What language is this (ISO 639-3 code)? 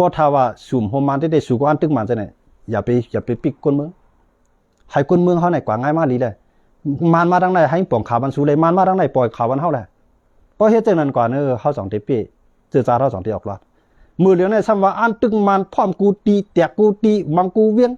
shn